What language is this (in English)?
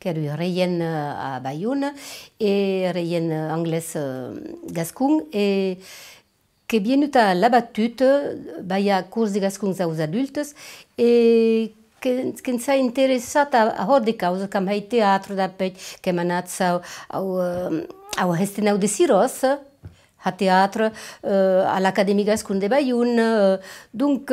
Occitan